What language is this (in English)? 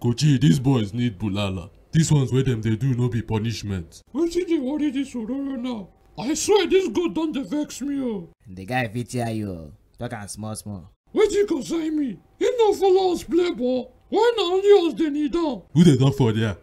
Nigerian Pidgin